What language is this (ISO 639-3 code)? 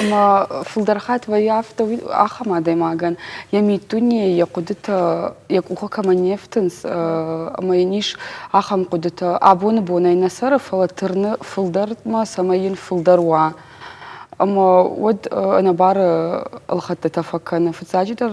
oss